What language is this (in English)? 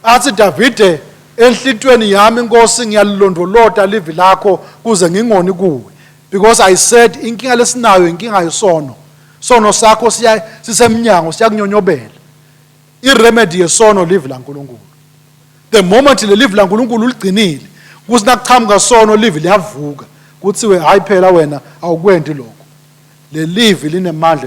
Swati